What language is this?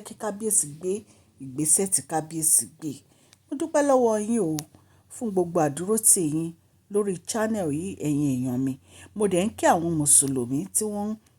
Yoruba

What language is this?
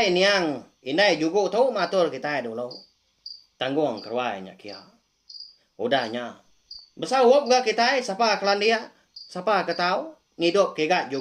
Iban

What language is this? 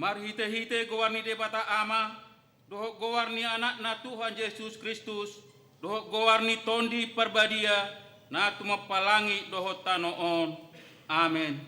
Batak Toba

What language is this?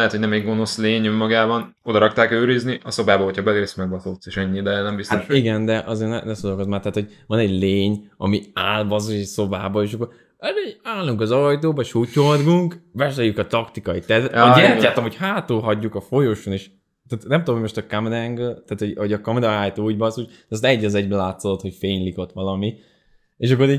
Hungarian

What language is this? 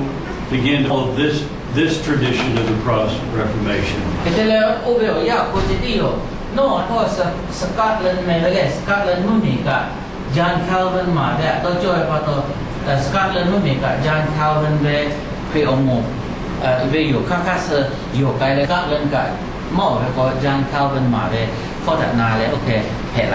Lahu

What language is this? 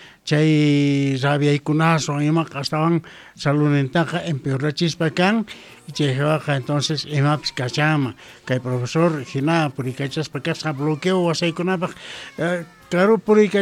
South Bolivian Quechua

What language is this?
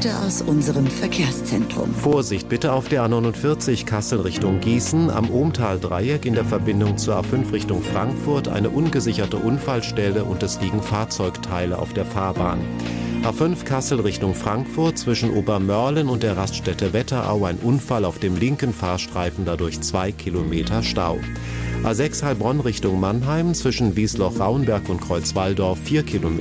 German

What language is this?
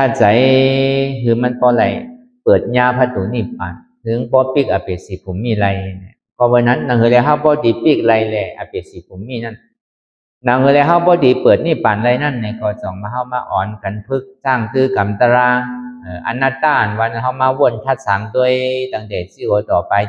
Shan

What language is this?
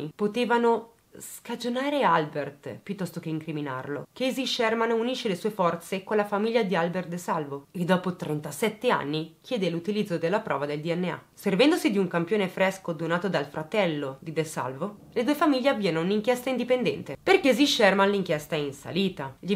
Italian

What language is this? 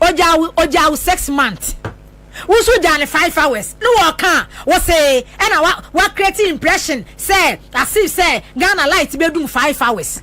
Akan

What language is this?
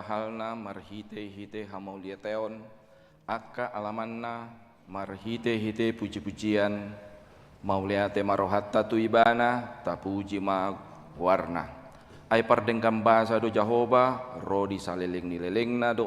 Batak Toba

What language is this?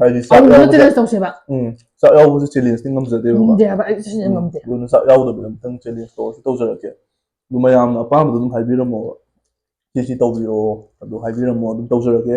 Manipuri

